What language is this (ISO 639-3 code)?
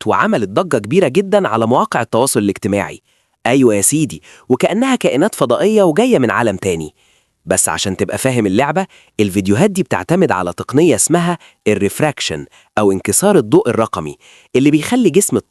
arz